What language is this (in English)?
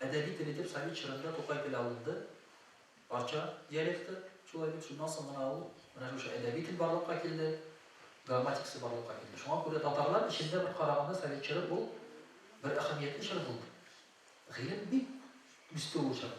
Tatar